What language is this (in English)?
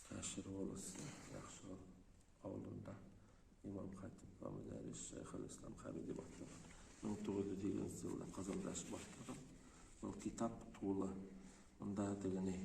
Bashkir